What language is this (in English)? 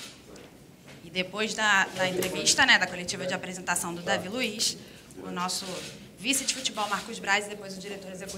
Portuguese